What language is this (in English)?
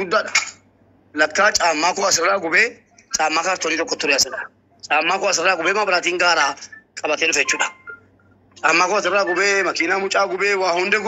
Oromo